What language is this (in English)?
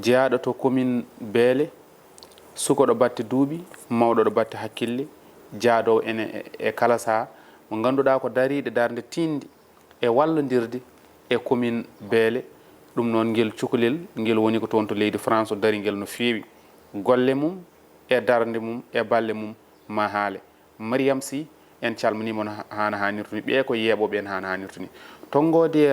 Fula